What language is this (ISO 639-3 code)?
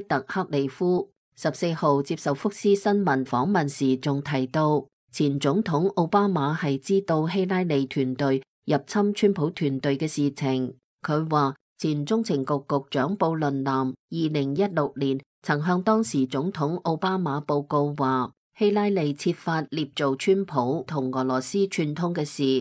yue